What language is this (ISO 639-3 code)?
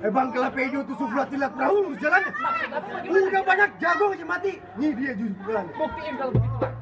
bew